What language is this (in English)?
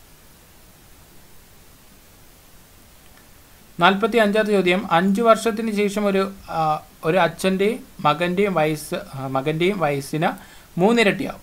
Malayalam